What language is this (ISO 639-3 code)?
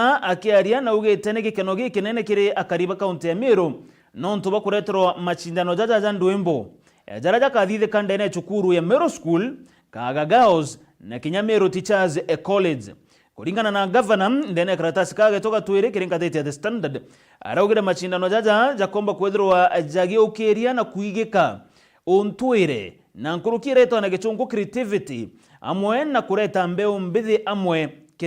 mer